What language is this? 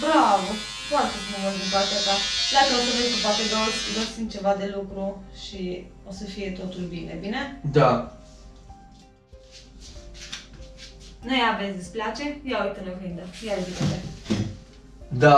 Romanian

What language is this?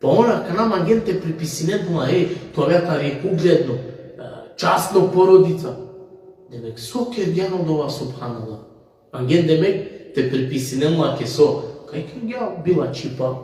Balkan Romani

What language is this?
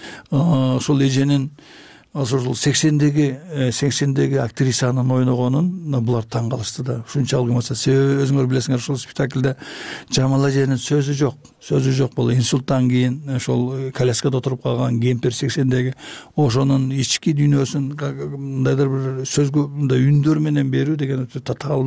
Kyrgyz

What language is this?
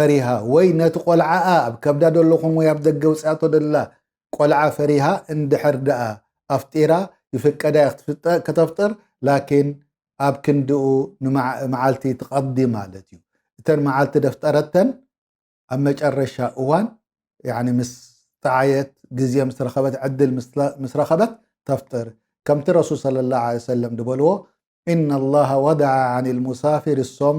Tigrinya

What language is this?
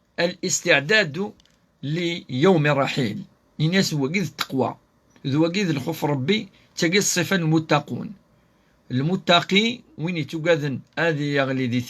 Kabyle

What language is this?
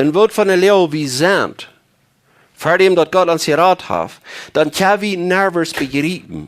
Plautdietsch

